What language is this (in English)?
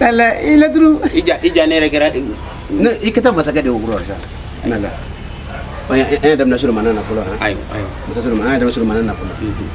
Bambara